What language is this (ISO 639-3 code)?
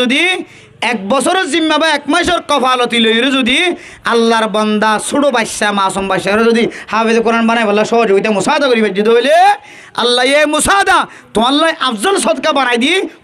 rhg